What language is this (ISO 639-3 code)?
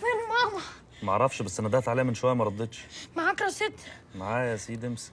arz